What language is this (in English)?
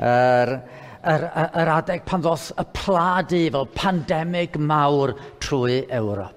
Welsh